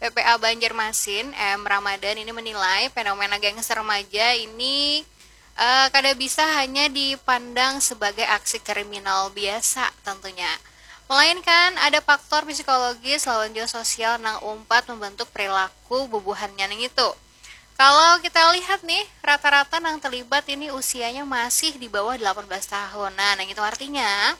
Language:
Banjar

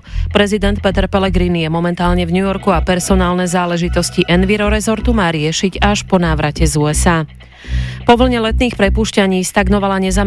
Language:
Slovak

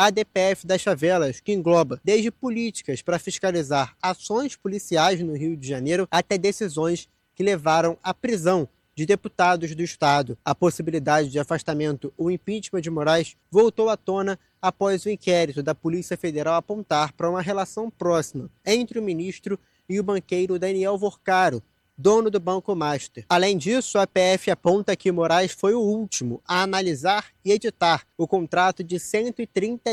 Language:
Portuguese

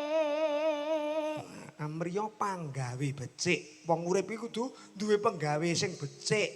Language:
Javanese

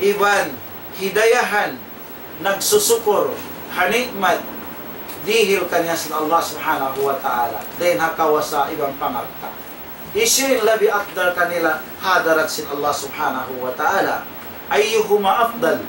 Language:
Tausug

